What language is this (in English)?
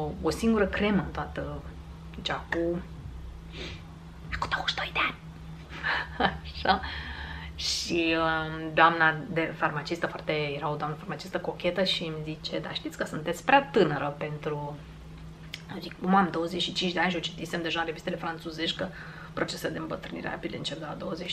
Romanian